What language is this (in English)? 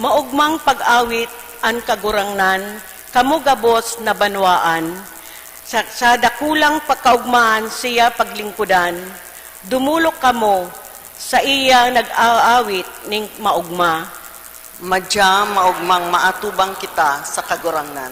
Bikol